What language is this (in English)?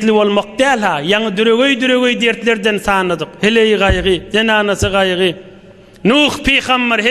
Turkmen